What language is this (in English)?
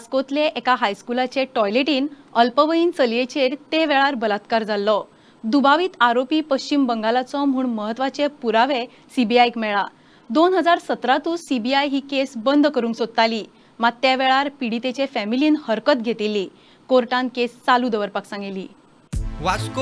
Konkani